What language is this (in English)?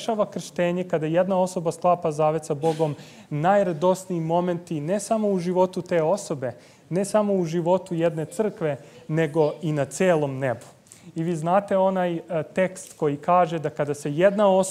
Serbian